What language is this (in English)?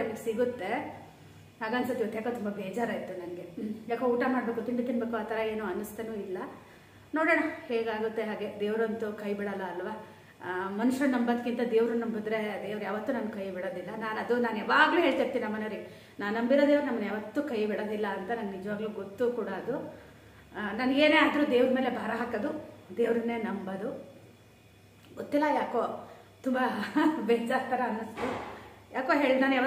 Kannada